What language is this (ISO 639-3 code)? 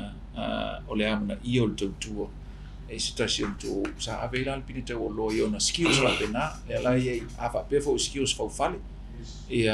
smo